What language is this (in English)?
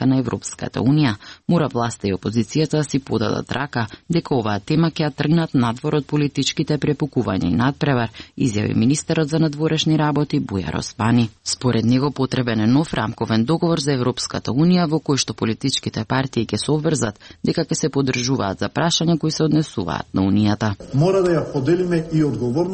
Macedonian